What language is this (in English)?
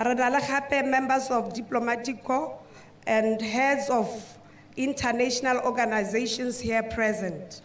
Tswana